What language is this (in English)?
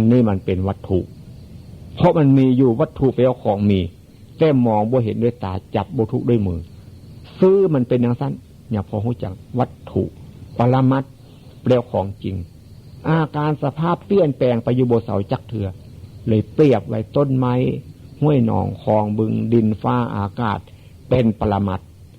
Northeastern Thai